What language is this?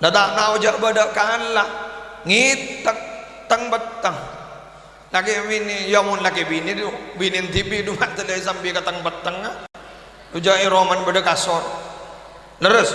Madurese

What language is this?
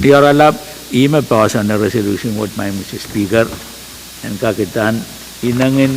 Pohnpeian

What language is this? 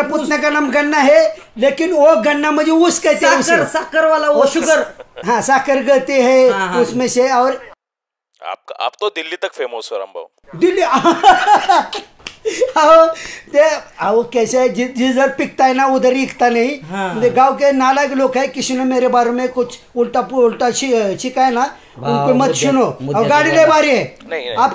Marathi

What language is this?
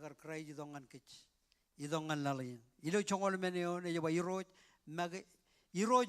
Marshallese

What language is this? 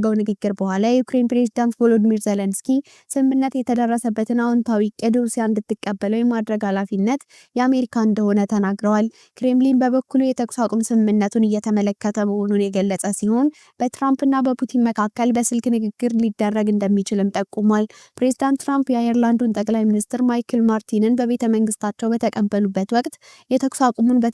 Amharic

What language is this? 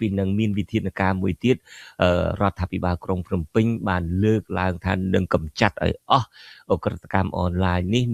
Khmer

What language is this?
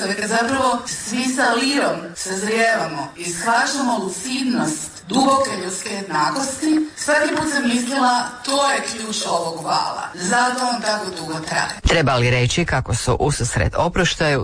Croatian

